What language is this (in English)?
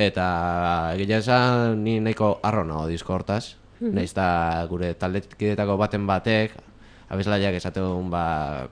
Basque